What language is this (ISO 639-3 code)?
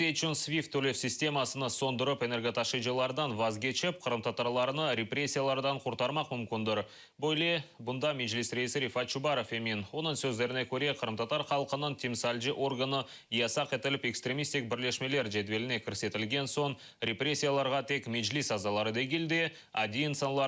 crh